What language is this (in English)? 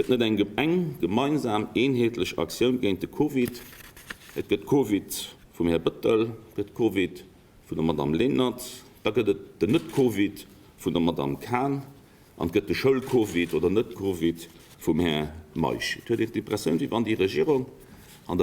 Luxembourgish